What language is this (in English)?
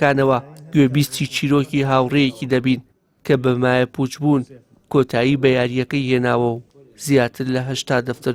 Central Kurdish